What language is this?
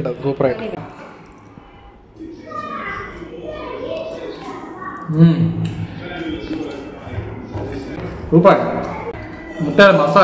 Malayalam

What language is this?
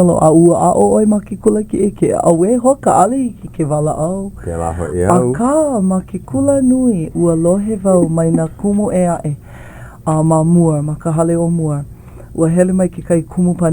Hawaiian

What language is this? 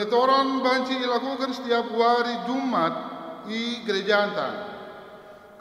Batak Karo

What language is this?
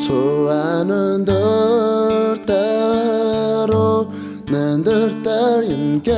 Tibetan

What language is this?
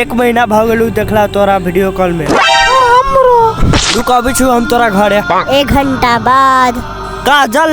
Maithili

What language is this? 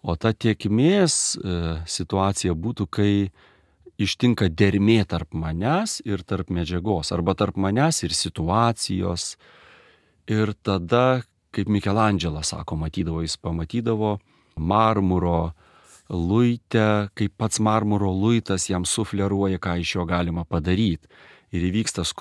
Lithuanian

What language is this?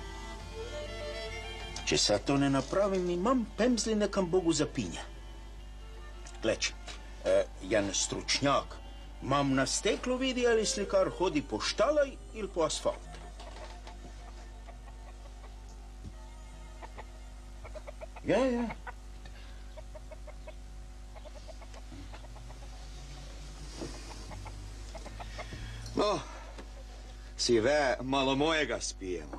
Croatian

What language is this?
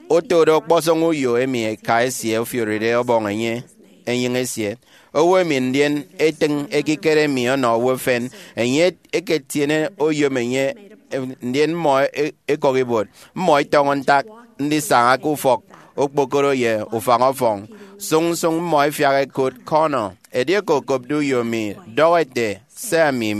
Efik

